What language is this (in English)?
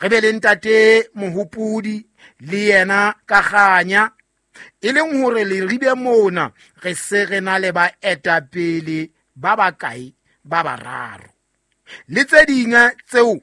Southern Sotho